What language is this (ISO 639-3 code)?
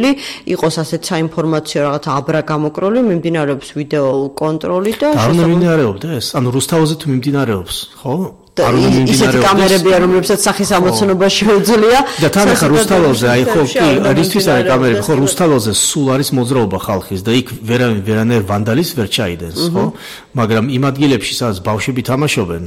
kat